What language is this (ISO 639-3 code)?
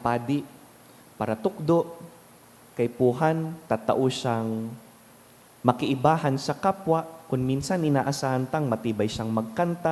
bik